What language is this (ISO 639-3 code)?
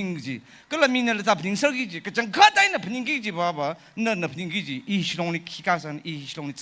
nmf